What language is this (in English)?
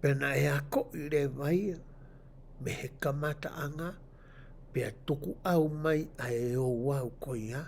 Tongan